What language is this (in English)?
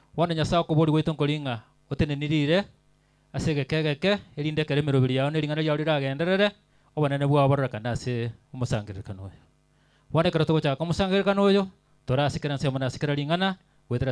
Gusii